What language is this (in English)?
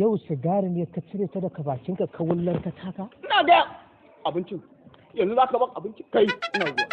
Hausa